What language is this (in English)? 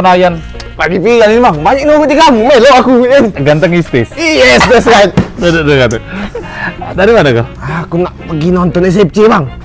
Musi